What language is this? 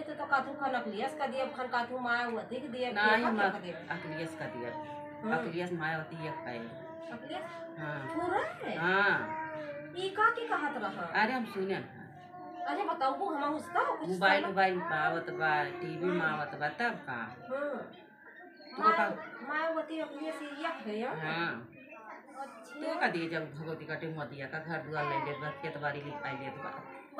Awadhi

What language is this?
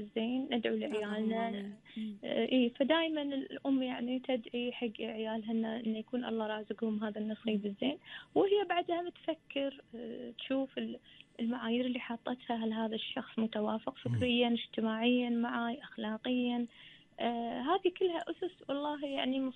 Gulf Arabic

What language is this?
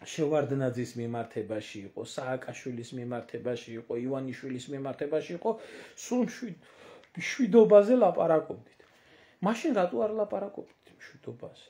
Georgian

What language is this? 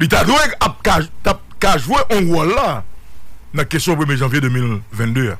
Haitian Creole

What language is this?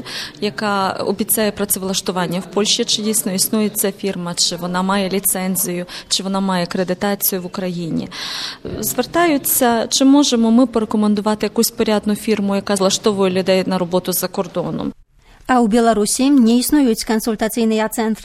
Belarusian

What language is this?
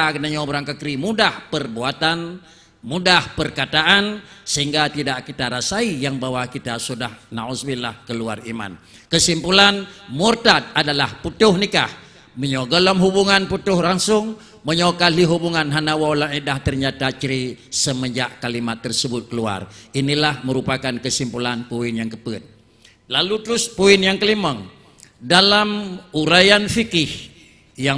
Achinese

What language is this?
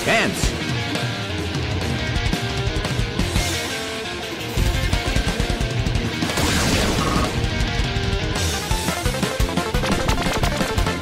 English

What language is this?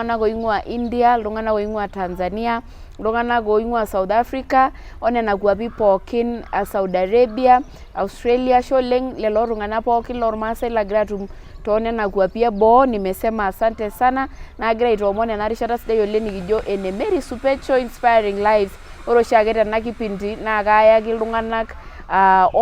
Masai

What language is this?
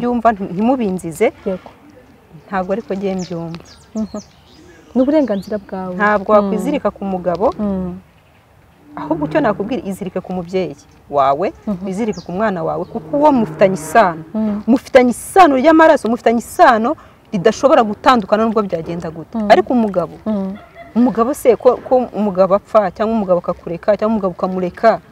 Kinyarwanda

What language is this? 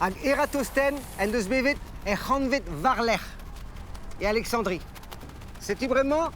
Breton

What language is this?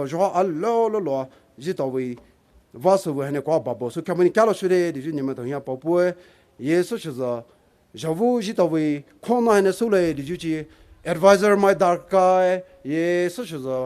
Poumei Naga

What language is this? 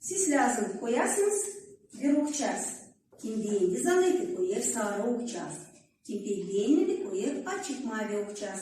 Gagauz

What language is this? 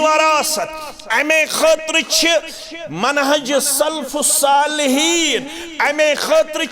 Kashmiri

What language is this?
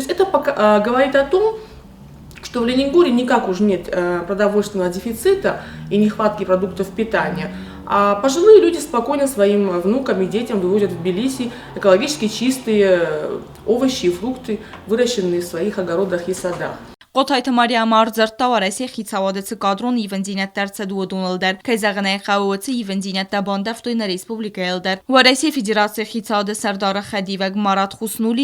Ossetic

